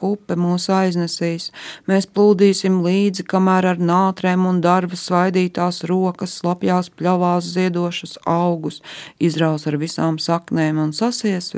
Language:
Latvian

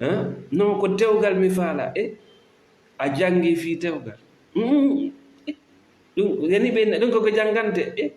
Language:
Fula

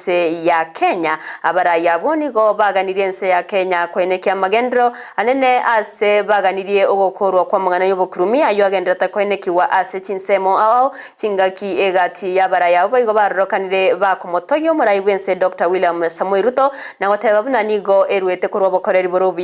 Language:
Gusii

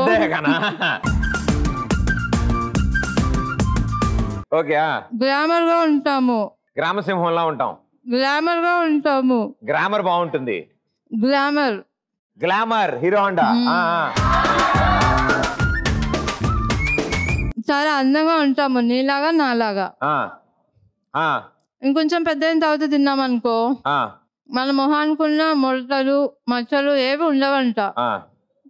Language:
Telugu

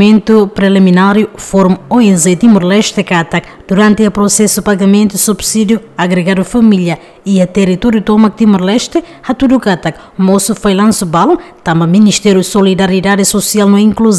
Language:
Tetum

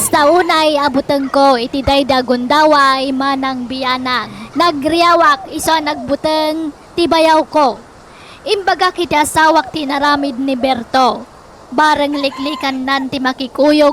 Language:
Iloko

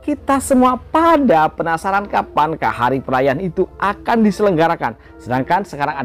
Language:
Indonesian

